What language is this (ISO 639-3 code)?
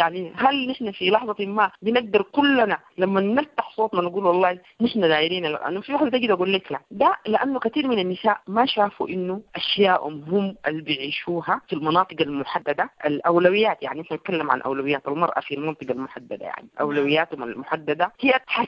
apd